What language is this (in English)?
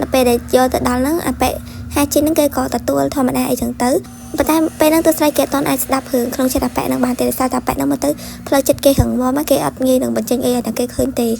Khmer